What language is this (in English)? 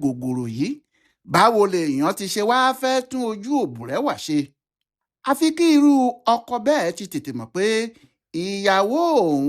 Yoruba